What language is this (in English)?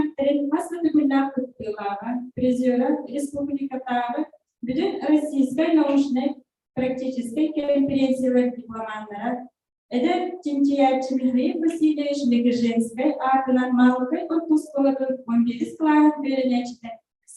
Yakut